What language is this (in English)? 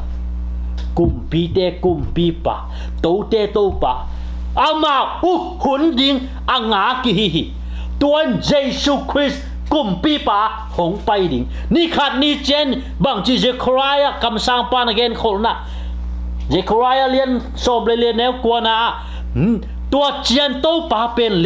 Tedim Chin